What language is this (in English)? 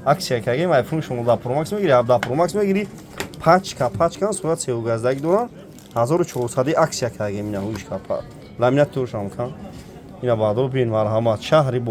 Tajik